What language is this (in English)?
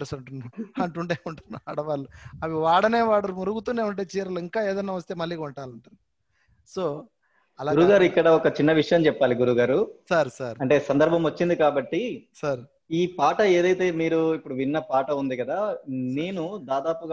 Telugu